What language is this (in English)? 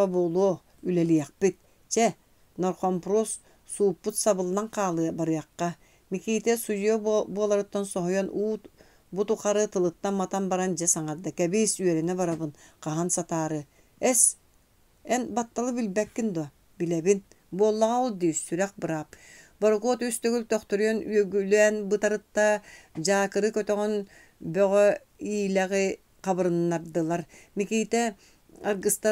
Yakut